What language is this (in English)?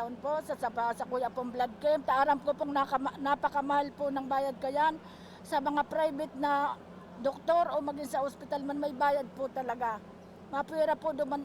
Bikol